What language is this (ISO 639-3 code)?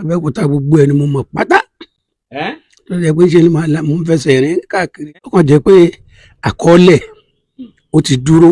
yor